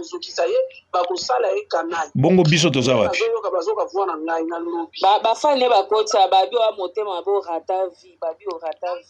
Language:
Lingala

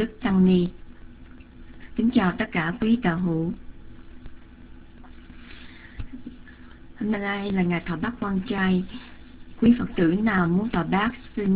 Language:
Vietnamese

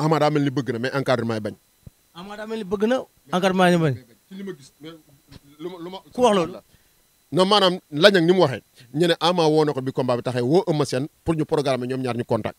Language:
Wolof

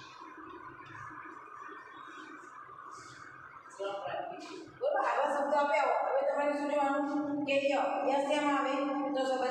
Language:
Gujarati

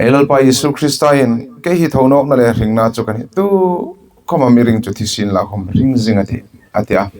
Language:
Hmar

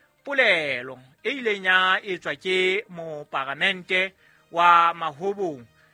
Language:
Southern Sotho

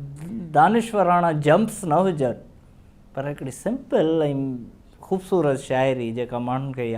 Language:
Sindhi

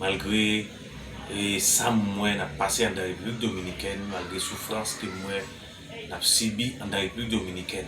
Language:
Haitian Creole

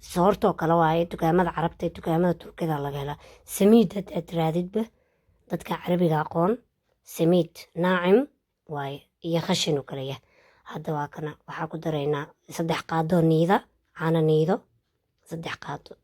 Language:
Somali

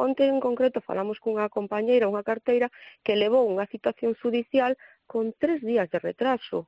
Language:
Galician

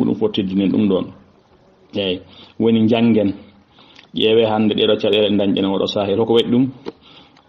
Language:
Fula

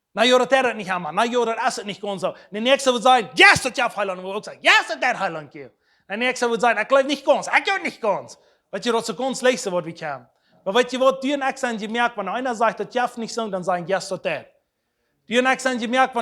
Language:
Plautdietsch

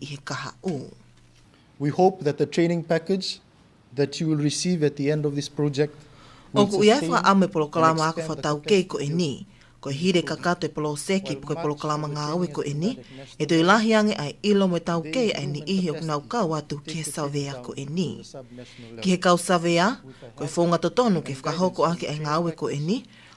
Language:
Tongan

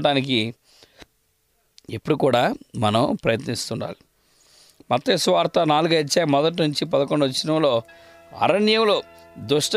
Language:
Telugu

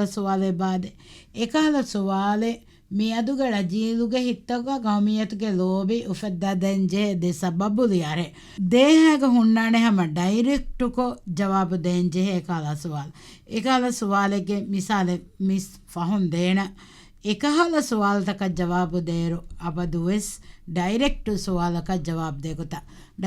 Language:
Divehi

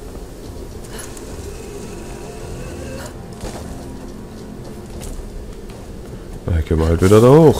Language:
German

